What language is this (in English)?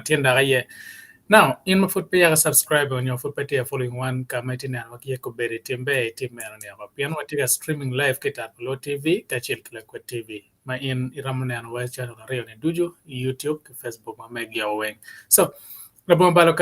Acoli